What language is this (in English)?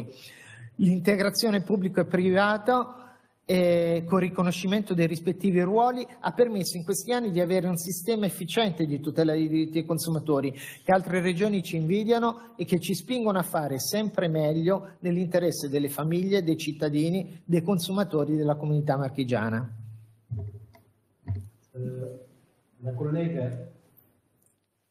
Italian